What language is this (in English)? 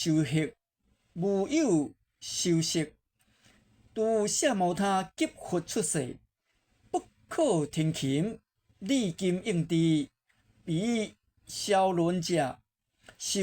Min Nan Chinese